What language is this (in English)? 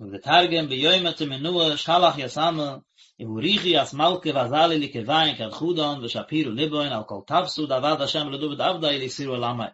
Yiddish